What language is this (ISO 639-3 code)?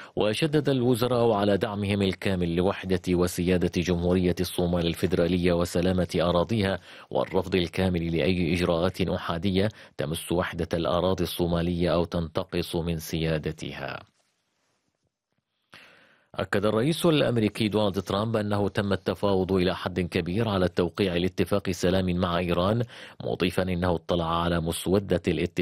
ara